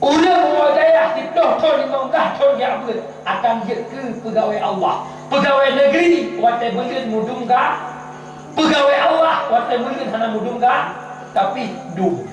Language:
Achinese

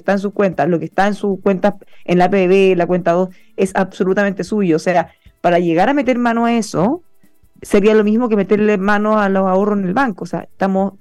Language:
Spanish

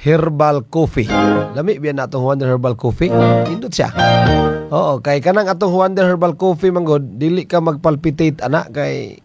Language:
Cebuano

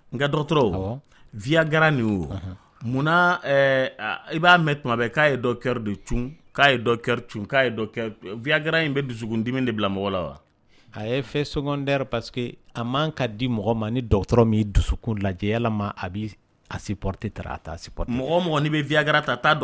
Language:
Dyula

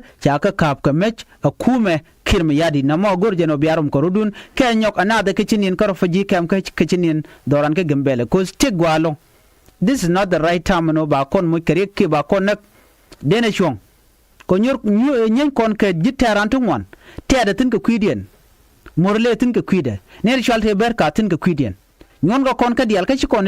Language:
Nuer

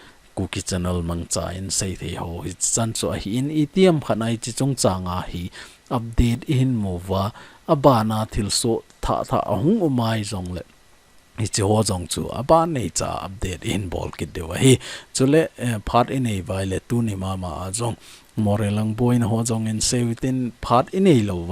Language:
Thado Chin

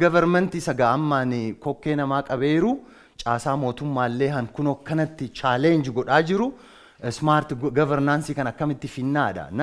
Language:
Oromo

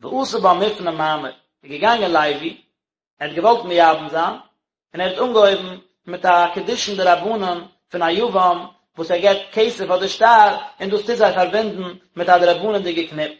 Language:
Yiddish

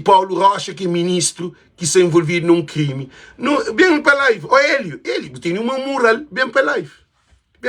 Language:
Kabuverdianu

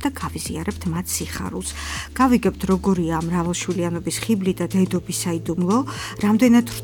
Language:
Georgian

